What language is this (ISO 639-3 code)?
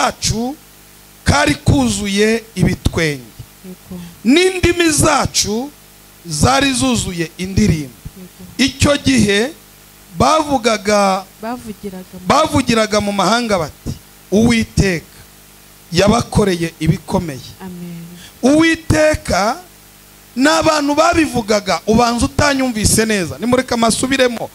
kin